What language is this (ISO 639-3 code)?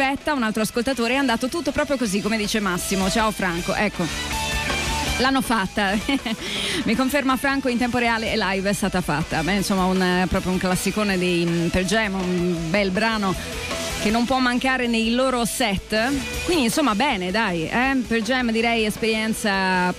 ita